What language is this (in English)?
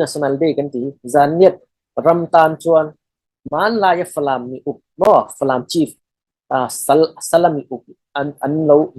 Falam Chin